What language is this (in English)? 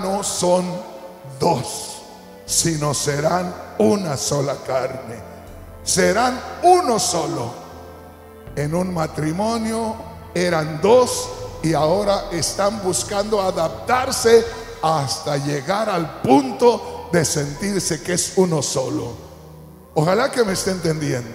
Spanish